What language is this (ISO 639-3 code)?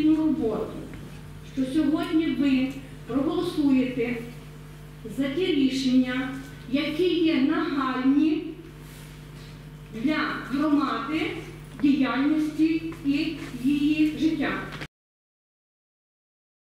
ukr